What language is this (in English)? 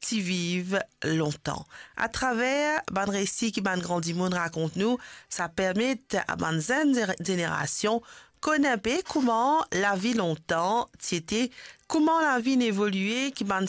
Morisyen